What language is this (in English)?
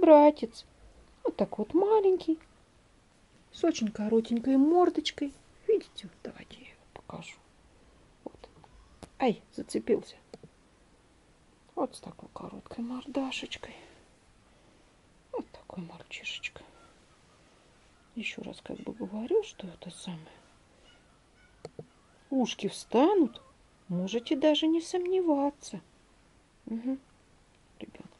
Russian